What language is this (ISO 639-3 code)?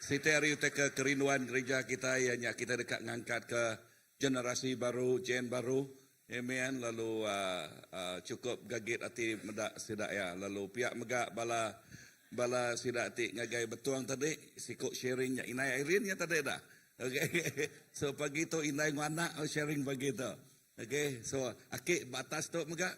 iba